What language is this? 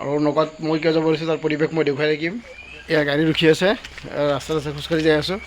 Assamese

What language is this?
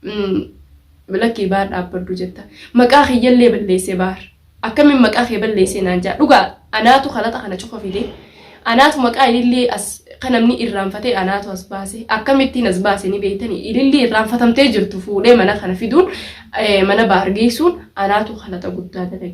Oromo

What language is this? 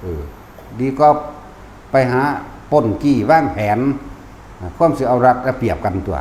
Northeastern Thai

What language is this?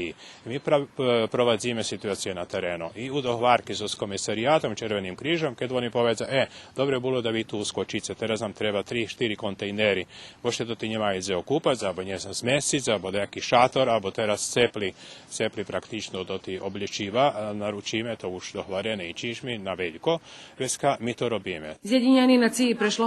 Rusyn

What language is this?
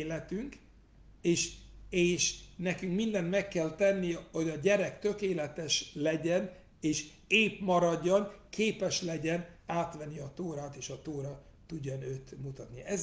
Hungarian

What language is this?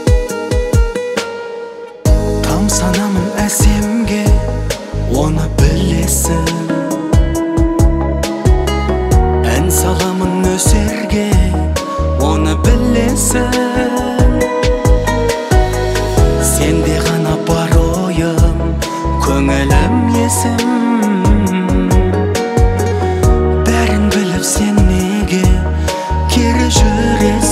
Kazakh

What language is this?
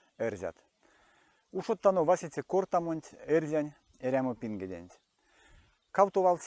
Erzya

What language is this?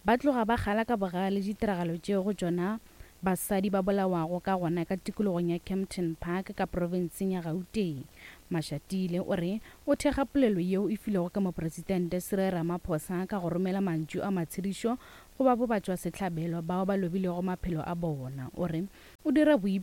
Northern Sotho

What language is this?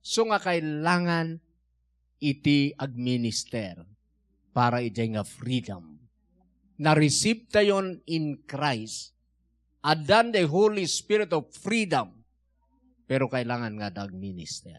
Iloko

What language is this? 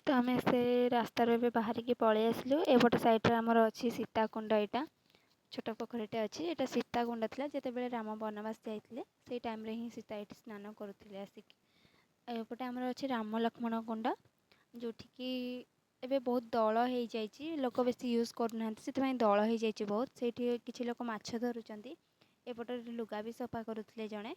Odia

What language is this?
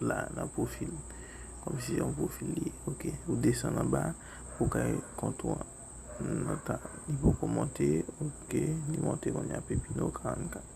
Haitian Creole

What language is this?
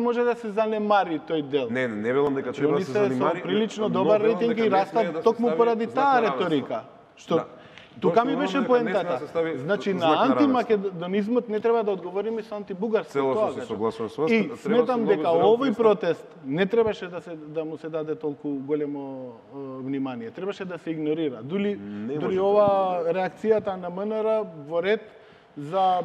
Macedonian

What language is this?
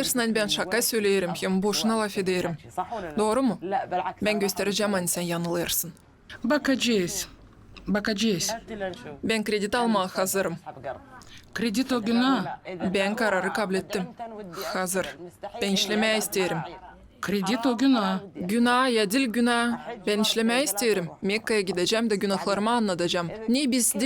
Gagauz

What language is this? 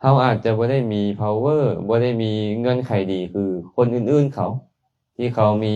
Lao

